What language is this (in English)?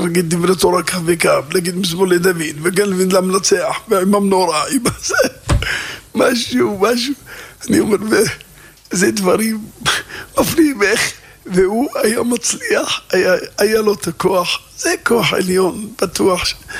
Hebrew